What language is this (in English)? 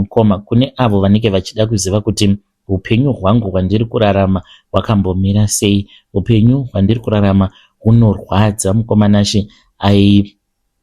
Shona